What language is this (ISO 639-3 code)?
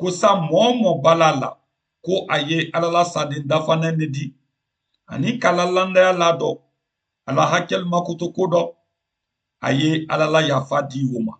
man